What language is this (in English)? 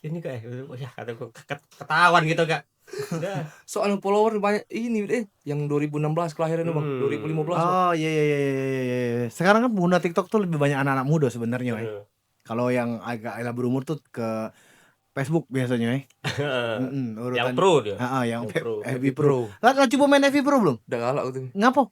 Musi